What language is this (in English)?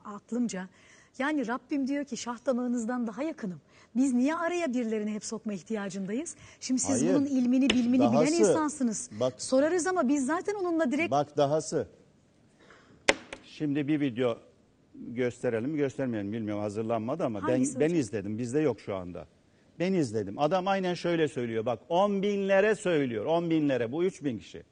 Turkish